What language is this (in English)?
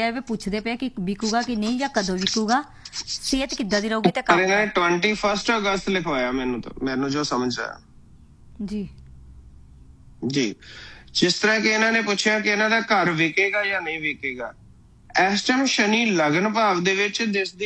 Punjabi